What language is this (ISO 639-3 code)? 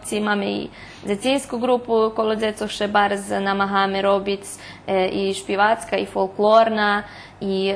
rue